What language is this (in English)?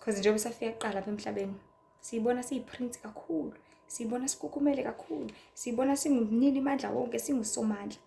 Zulu